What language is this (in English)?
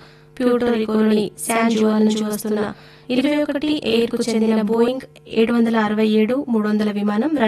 Telugu